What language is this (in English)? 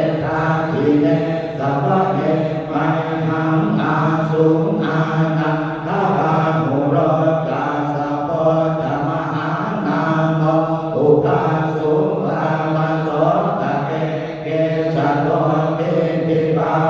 Pali